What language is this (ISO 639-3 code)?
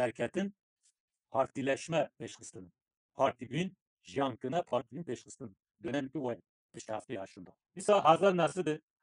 kur